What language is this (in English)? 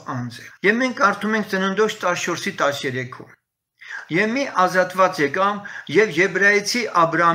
Armenian